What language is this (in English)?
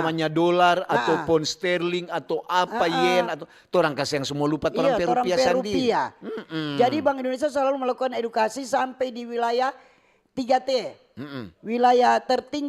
Manado Malay